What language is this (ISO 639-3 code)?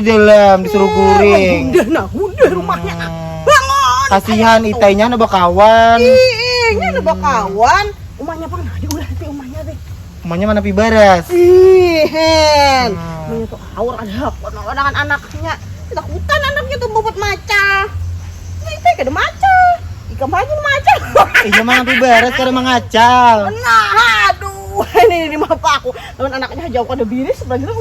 bjn